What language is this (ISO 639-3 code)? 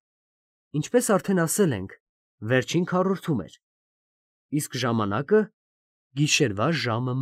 hye